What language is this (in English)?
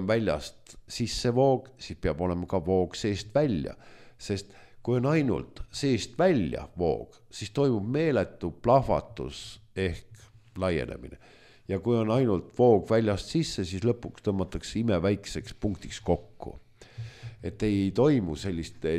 Estonian